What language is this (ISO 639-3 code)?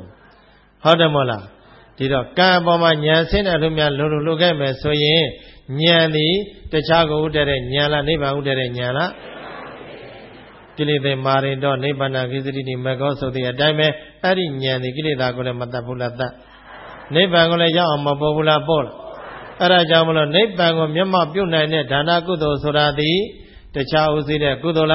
mya